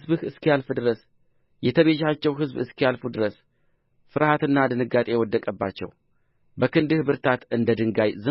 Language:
Amharic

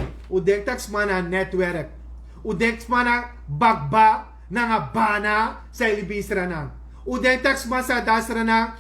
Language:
Sranan Tongo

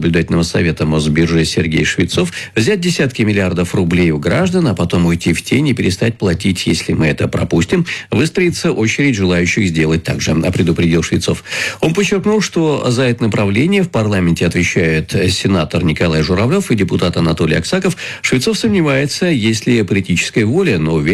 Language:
Russian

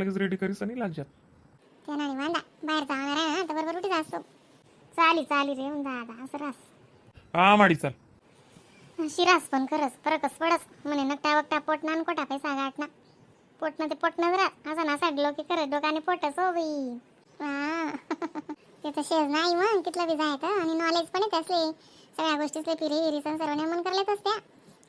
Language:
Khandesi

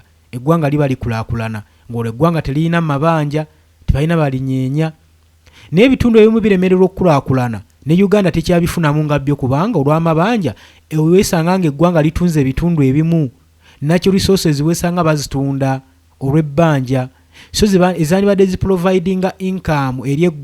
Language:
Ganda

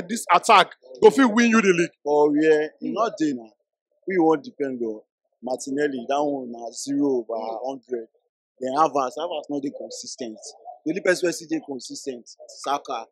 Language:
Nigerian Pidgin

